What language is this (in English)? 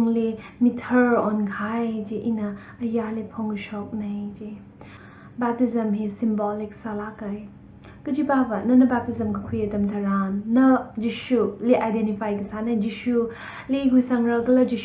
Tangkhul Naga (India)